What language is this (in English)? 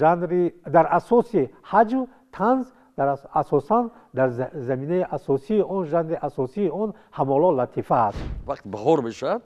Tajik